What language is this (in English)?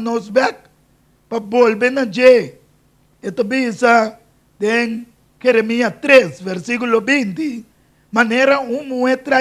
Papiamento